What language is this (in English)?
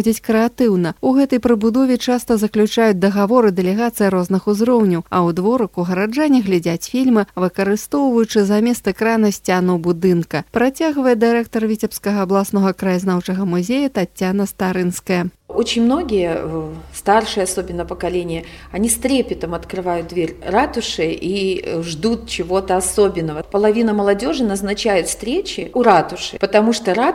Belarusian